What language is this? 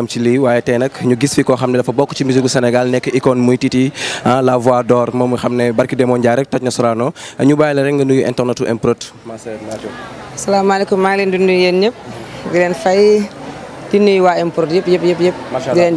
Wolof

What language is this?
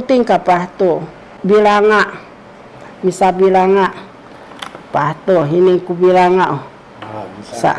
Sakizaya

